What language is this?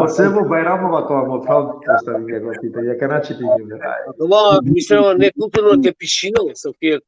Balkan Romani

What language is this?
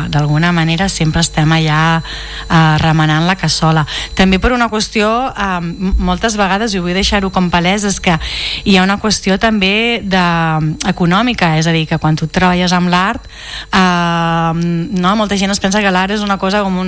Catalan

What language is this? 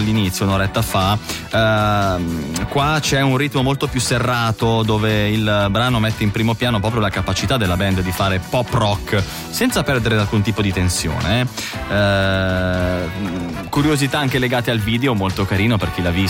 Italian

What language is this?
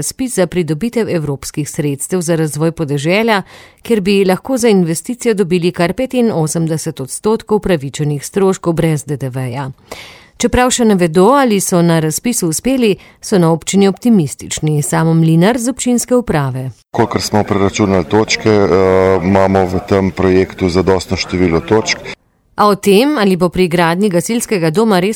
Slovenian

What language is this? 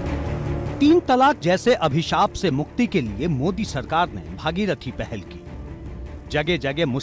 Hindi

